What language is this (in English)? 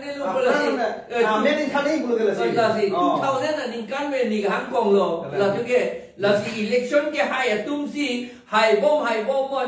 Karbi